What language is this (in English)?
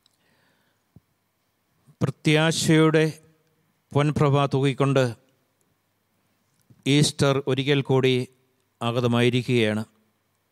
Malayalam